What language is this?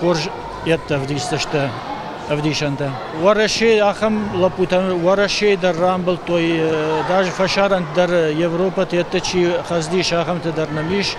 Ossetic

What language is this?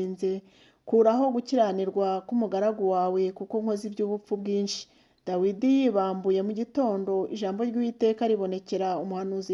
Kinyarwanda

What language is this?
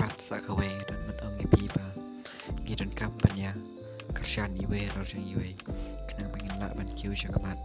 Khasi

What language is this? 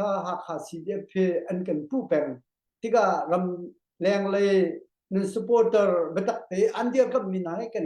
Hakha Chin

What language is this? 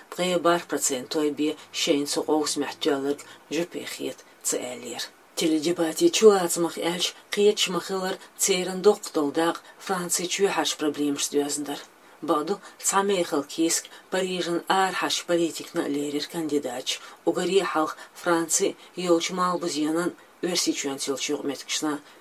Chechen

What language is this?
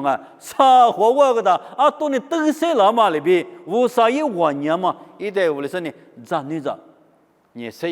Lisu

